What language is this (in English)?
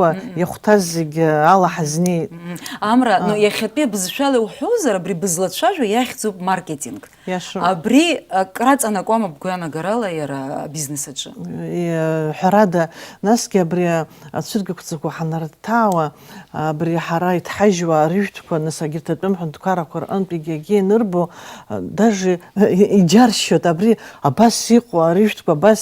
Abkhazian